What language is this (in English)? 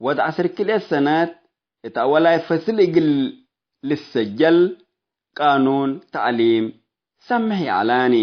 Tigre